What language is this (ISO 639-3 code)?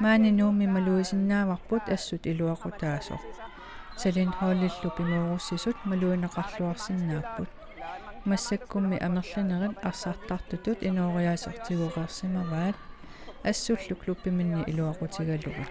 kal